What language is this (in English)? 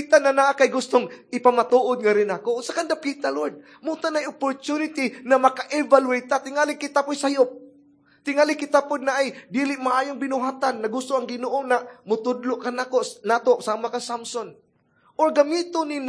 Cebuano